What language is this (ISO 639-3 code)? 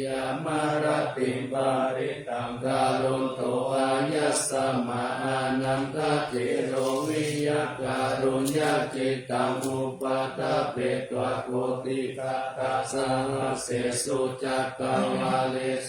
pli